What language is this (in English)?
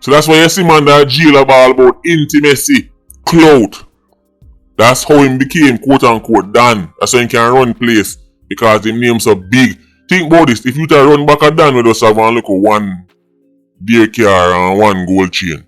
Jamaican Creole English